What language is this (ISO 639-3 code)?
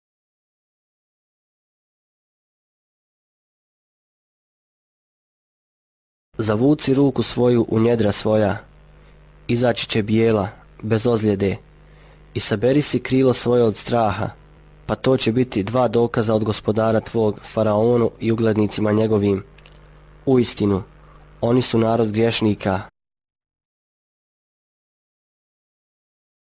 bos